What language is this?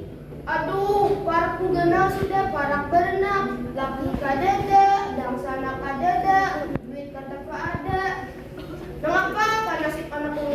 Banjar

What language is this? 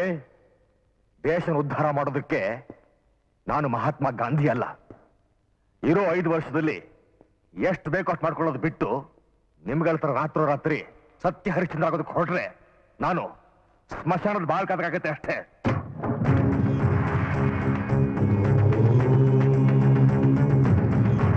Kannada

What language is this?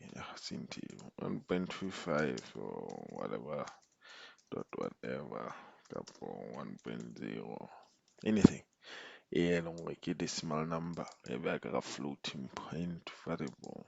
Southern Sotho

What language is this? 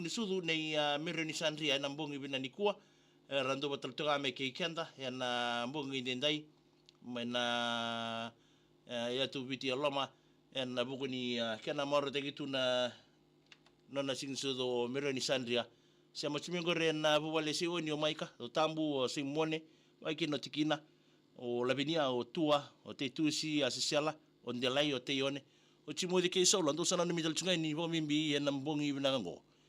Fijian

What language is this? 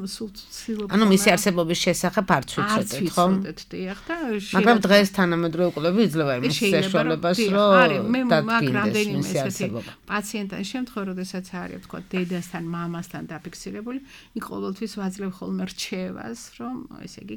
Georgian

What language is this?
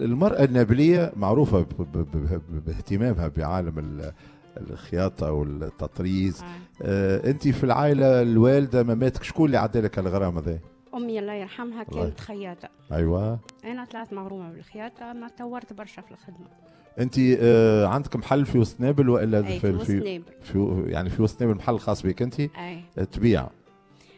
Tunisian Arabic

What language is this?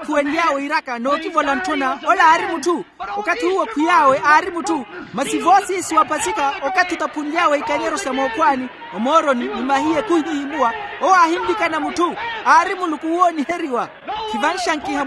Makhuwa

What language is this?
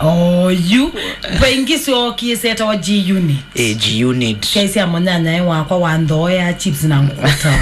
Kamba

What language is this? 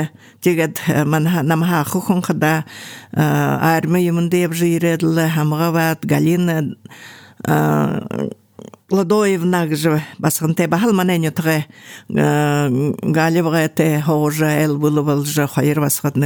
Buriat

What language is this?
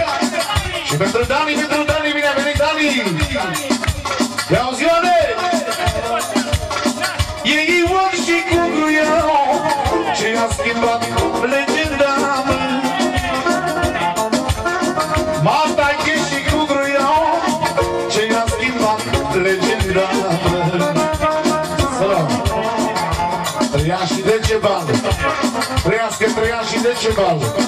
Romanian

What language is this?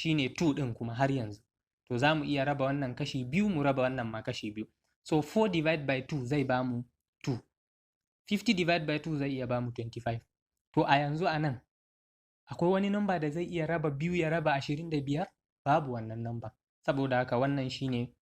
Hausa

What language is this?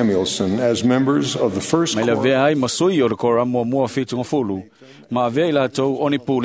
Samoan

